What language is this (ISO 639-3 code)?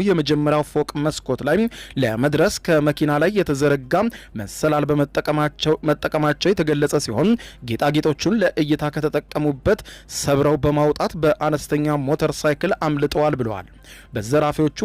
amh